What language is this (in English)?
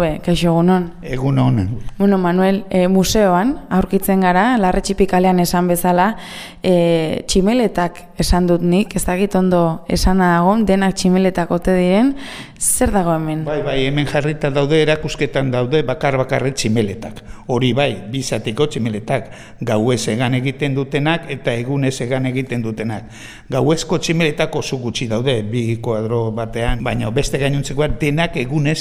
Basque